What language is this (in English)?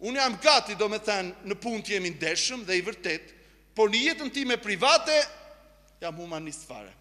Albanian